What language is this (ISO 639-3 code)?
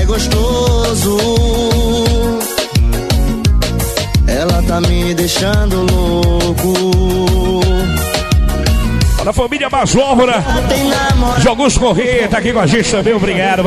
por